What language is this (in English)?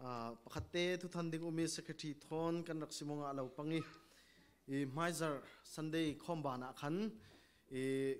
Falam Chin